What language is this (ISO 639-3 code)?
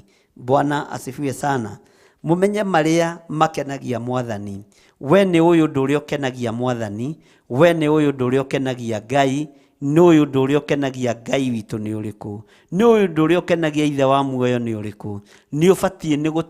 kik